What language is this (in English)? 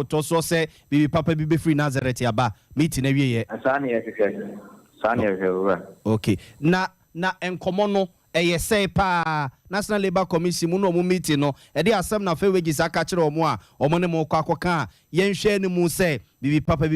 Akan